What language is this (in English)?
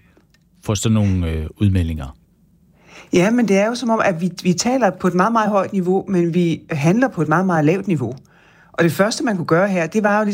Danish